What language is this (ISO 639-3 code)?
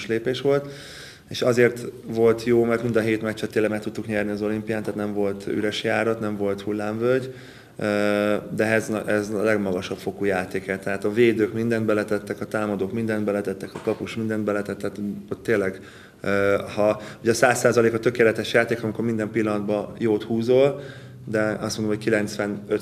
hun